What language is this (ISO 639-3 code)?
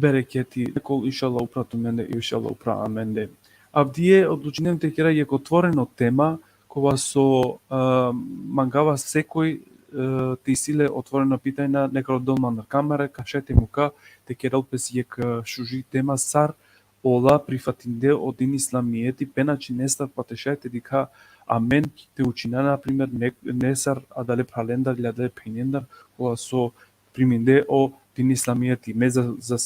rmn